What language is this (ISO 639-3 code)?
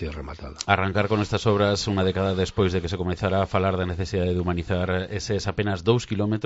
glg